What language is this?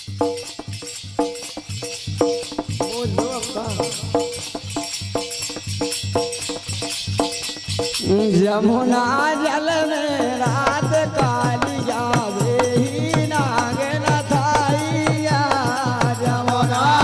Bundeli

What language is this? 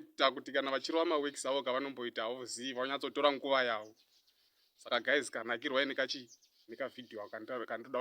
Shona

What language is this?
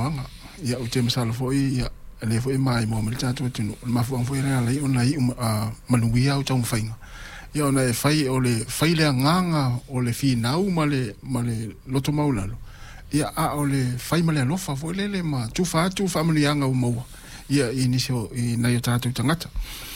Samoan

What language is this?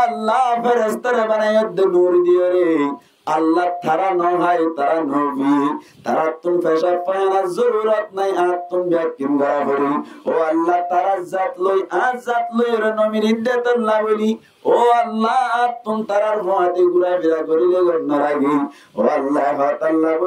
Rohingya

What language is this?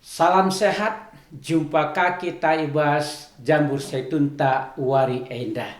Batak Karo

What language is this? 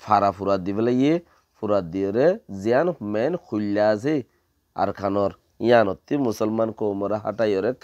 Rohingya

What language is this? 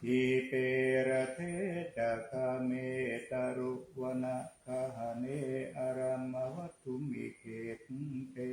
Pali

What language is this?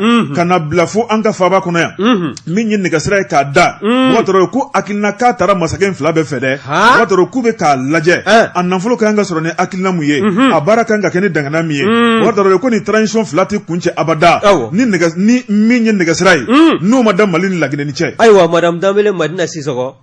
Bambara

